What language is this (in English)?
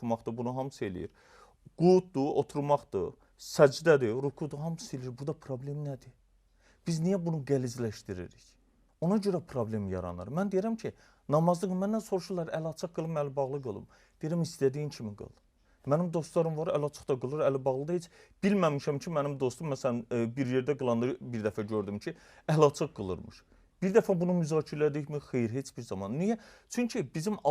Azerbaijani